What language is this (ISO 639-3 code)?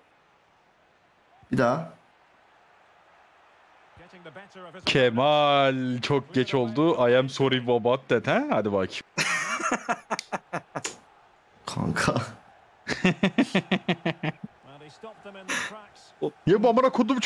tur